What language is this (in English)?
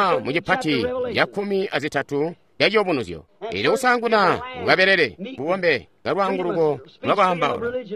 Tonga (Zambia)